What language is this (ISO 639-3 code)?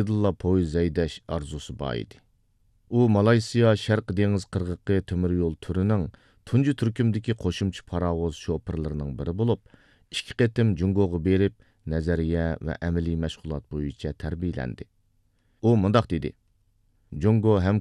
uig